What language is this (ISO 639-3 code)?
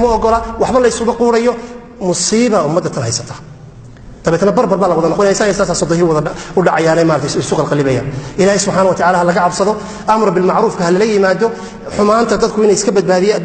som